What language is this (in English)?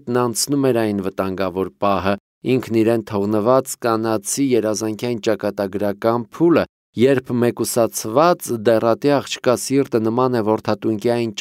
Armenian